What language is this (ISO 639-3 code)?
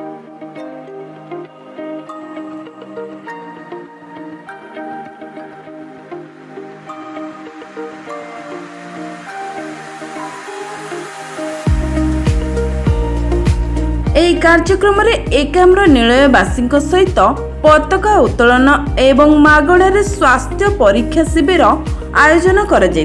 ori